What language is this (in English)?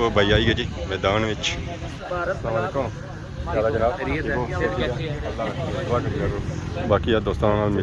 Pahari-Potwari